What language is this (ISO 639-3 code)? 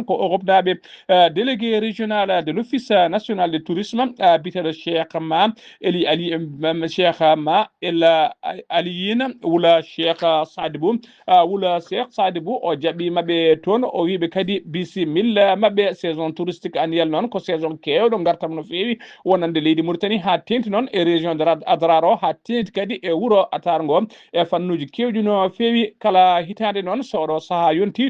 ful